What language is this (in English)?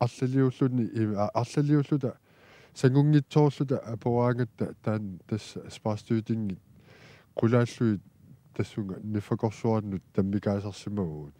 Kalaallisut